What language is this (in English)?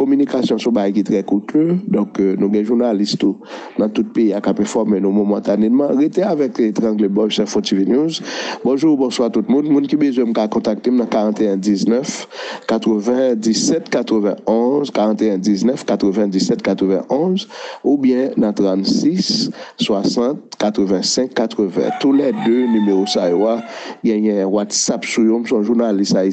Haitian Creole